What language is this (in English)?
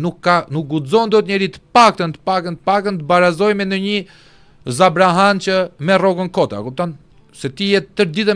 Albanian